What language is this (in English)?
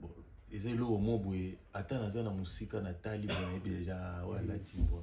Lingala